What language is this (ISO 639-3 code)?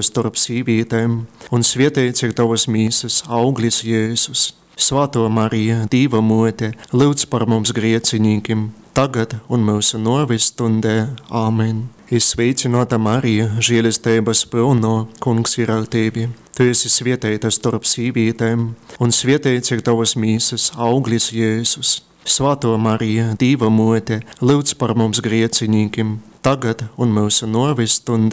ltg